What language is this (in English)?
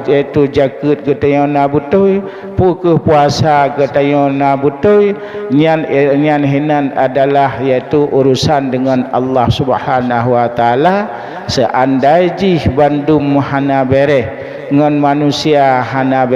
Achinese